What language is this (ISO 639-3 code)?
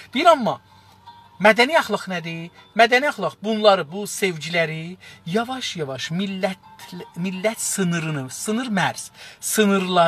azb